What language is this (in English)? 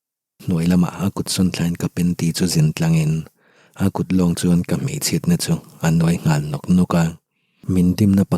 Mizo